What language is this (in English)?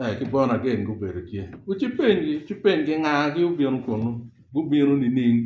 Acoli